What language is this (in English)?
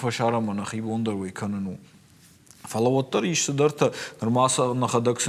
Ossetic